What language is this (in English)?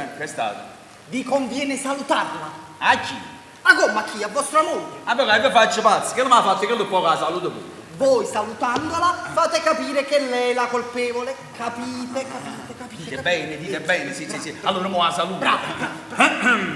Neapolitan